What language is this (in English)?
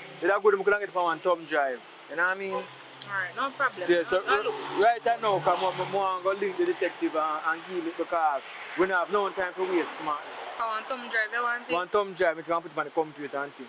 Jamaican Creole English